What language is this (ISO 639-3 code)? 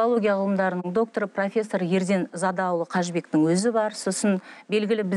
kaz